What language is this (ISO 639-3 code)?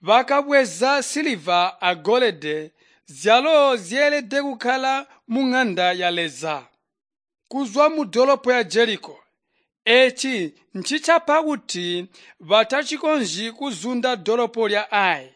toi